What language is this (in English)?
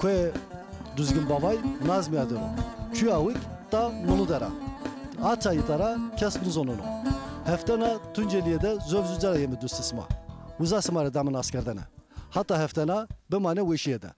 Zaza